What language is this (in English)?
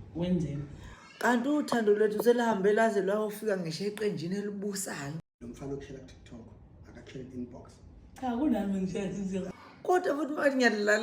Zulu